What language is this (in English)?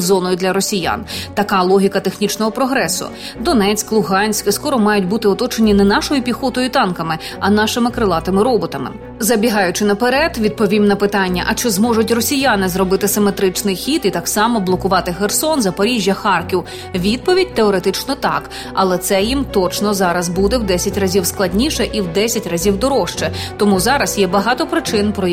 Ukrainian